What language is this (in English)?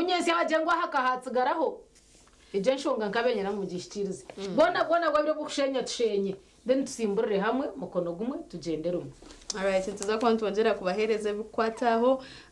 Nyankole